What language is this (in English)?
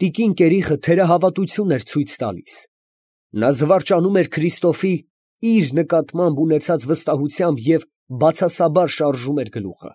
Armenian